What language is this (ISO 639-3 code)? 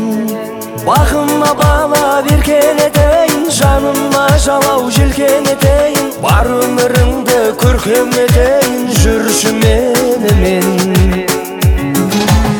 kaz